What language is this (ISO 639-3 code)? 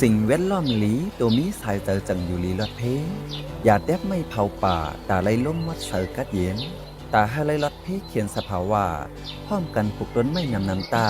shn